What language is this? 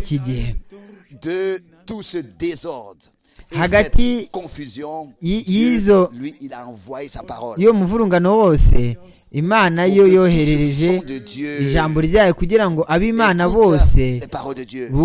Kinyarwanda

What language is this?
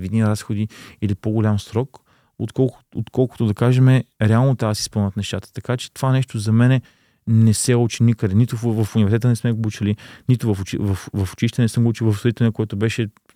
Bulgarian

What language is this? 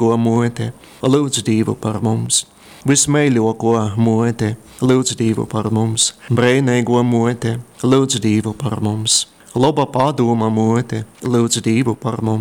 Latgalian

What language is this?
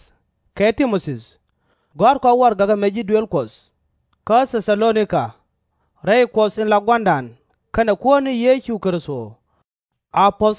Nuer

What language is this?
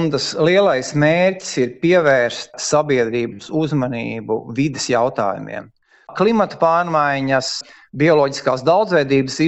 Latvian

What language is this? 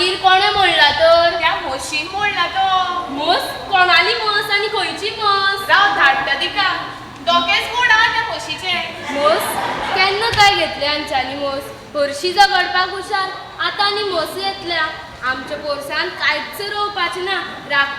Konkani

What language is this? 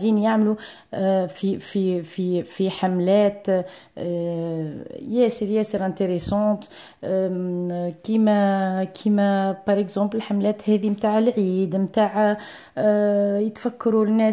Algerian Arabic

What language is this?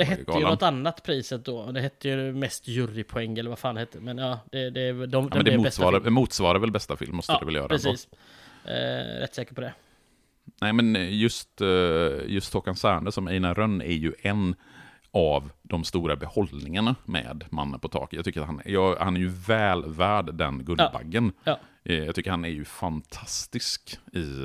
Swedish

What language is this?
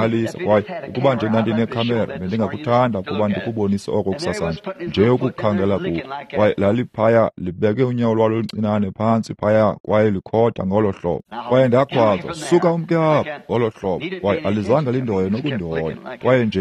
Xhosa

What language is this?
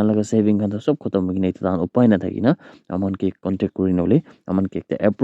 Naga Pidgin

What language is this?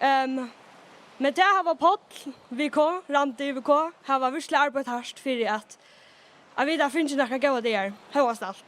Faroese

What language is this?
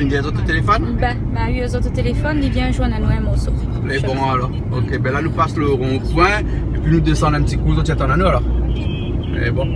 Réunion Creole French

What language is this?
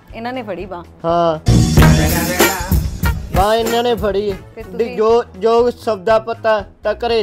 Punjabi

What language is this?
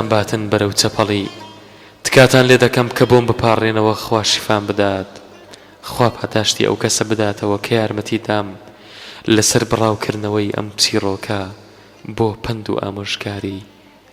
Central Kurdish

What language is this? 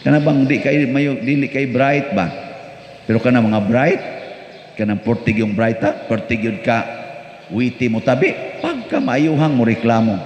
Cebuano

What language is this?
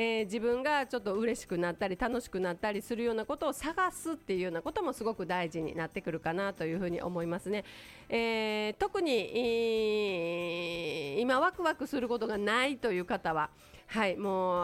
Japanese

